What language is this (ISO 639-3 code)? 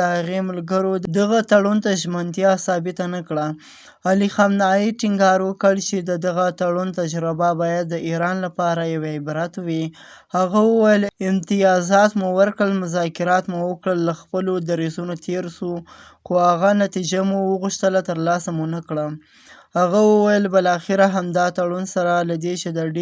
pus